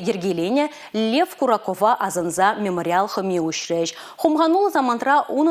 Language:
Chuvash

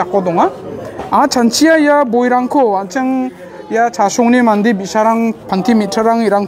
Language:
Garo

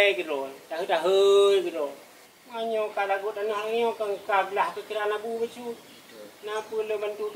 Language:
Achinese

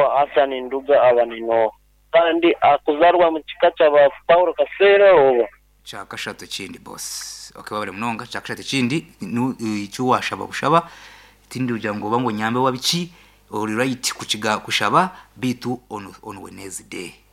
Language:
Nyankole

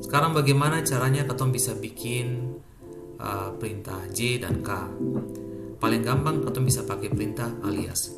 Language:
Ambonese Malay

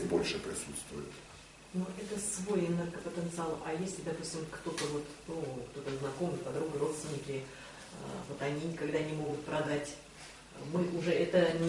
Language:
Russian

